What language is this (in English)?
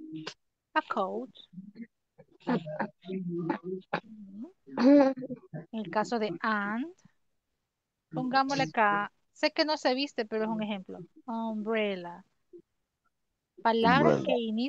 Spanish